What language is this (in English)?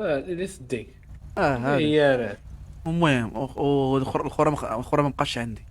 Moroccan Arabic